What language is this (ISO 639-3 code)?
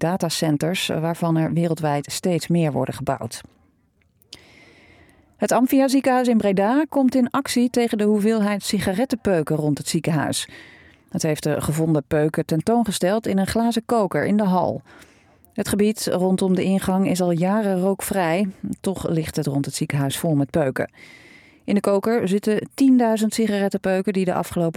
nld